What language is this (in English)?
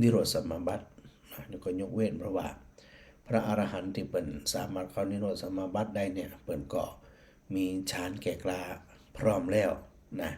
Northern Thai